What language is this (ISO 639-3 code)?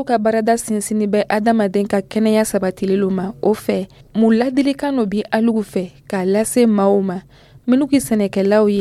dyu